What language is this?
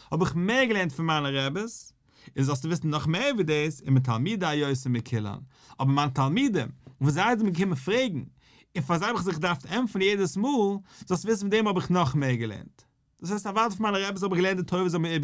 Yiddish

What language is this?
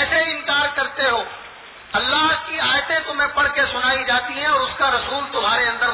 Urdu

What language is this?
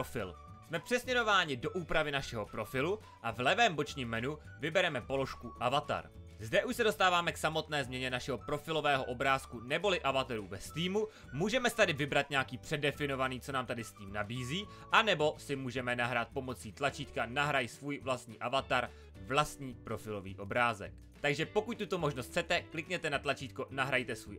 Czech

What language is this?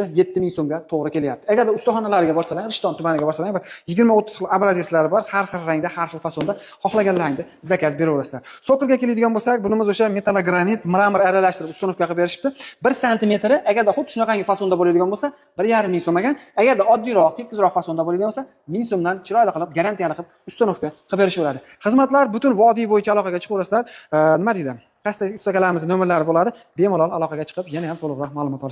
Uzbek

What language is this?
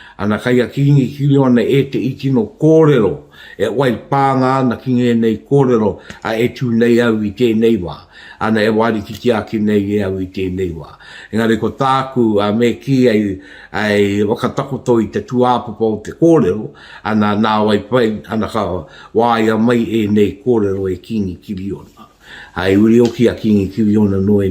Māori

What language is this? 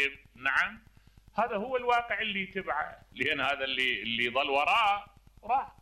Mesopotamian Arabic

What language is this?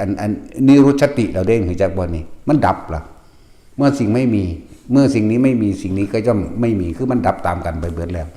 Northeastern Thai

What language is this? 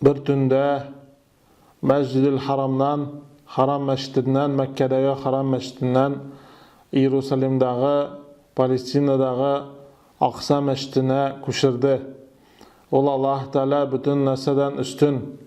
Tatar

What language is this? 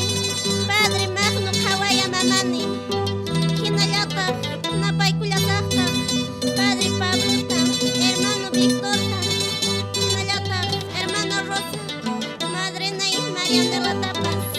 Quechua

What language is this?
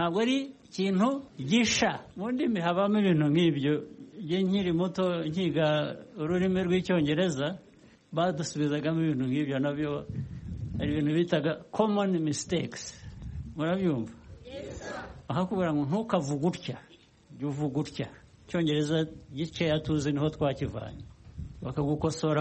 Kinyarwanda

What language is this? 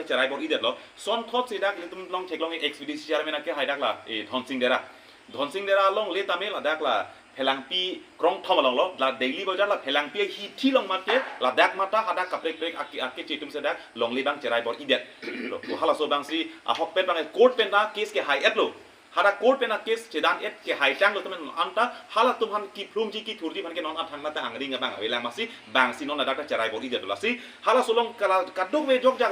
Karbi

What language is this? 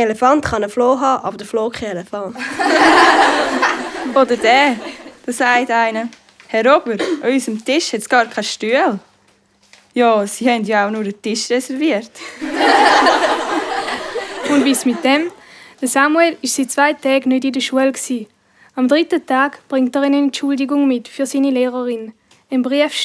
Swiss German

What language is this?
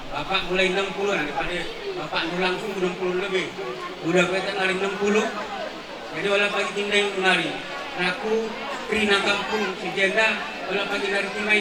Batak Karo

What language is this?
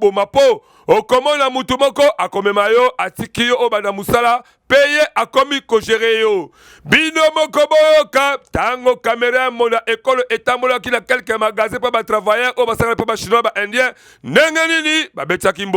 Lingala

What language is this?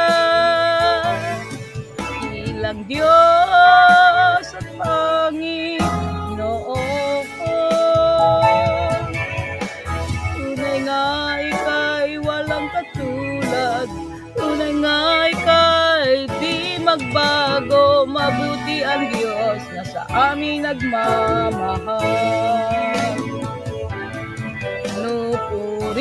Filipino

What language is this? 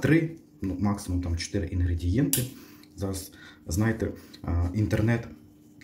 Ukrainian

